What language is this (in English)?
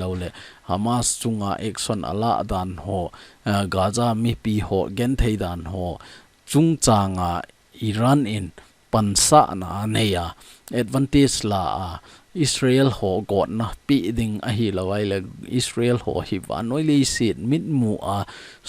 Thado Chin